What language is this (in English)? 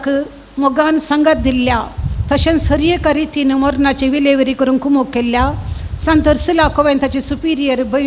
Konkani